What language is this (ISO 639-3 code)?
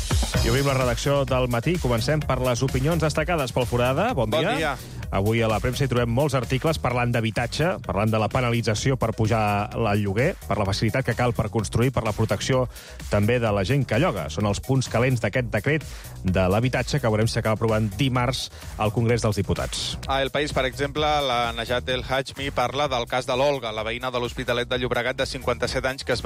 cat